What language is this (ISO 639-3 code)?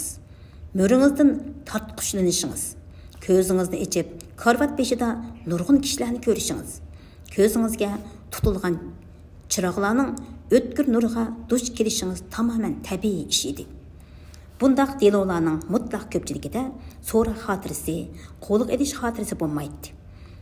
uig